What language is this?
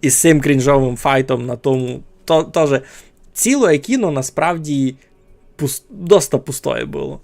Rusyn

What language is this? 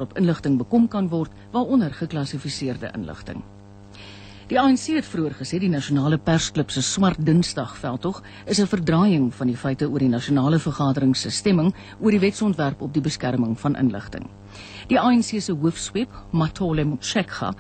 Afrikaans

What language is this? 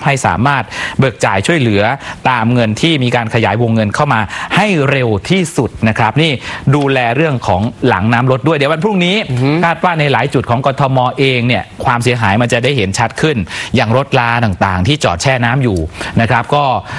Thai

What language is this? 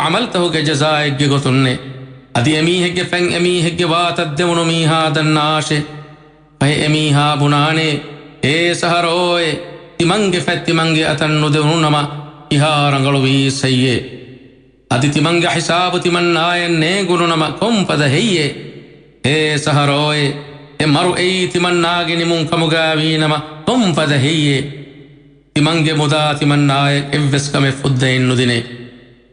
Divehi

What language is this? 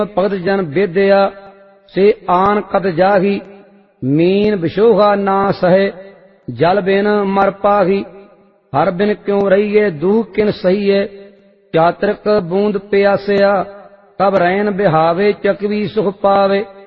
Punjabi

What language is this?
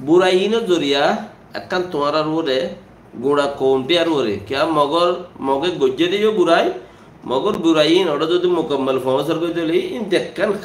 Rohingya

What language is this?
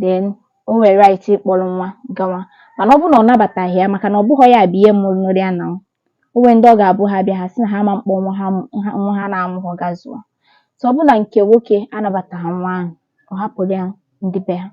Igbo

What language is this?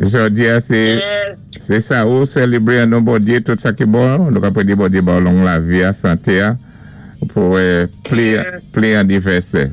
Saint Lucian Creole French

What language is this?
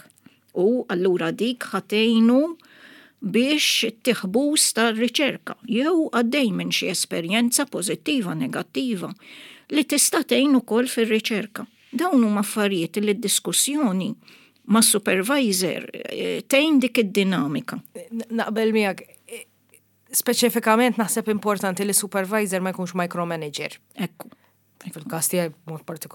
Maltese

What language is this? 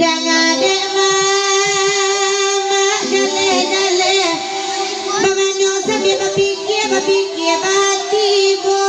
Minangkabau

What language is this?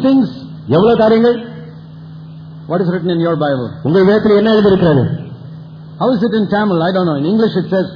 Tamil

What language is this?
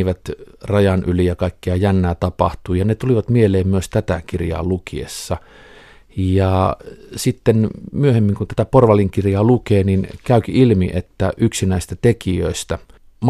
Finnish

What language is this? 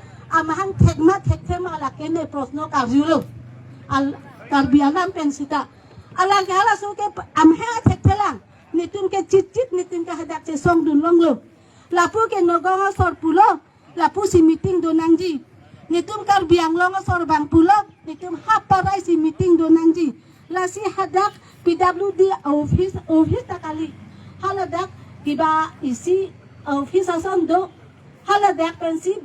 Karbi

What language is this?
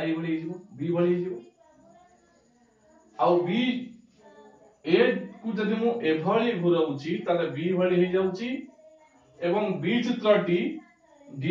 Odia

